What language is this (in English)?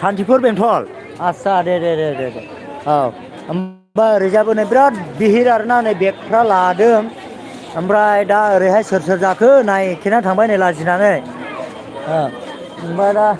Bodo